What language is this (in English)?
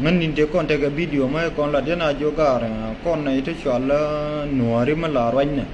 Nuer